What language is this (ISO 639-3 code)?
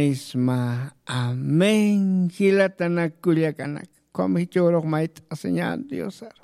aym